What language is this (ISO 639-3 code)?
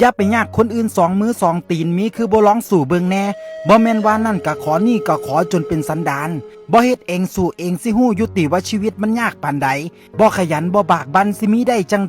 tts